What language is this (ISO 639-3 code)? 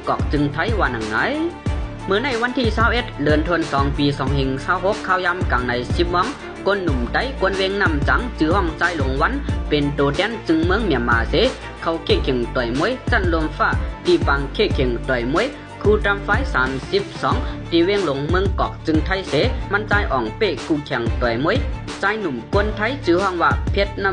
shn